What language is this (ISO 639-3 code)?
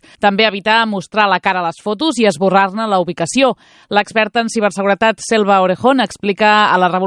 cat